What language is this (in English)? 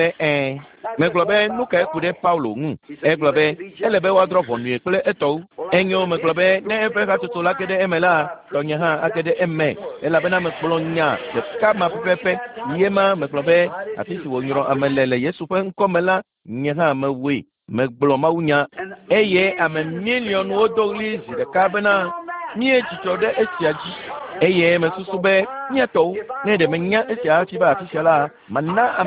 Ewe